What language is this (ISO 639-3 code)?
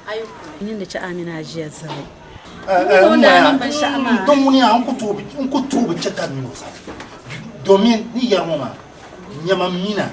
dag